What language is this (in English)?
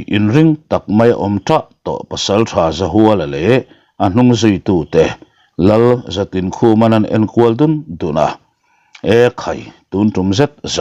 Mizo